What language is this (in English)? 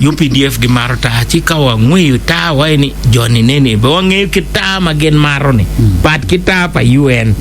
Acoli